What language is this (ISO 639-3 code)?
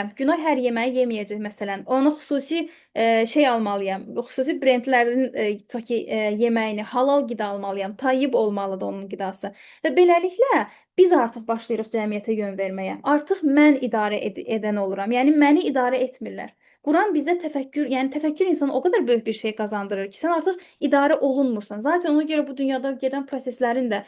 aze